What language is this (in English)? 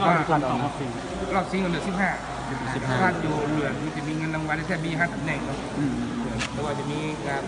Hmong